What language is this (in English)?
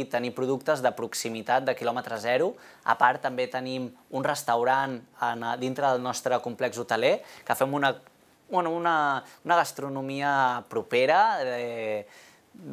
Catalan